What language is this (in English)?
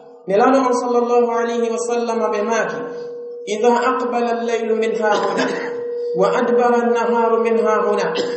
Pular